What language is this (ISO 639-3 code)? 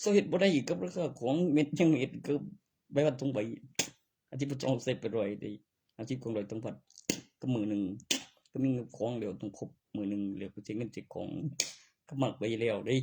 tts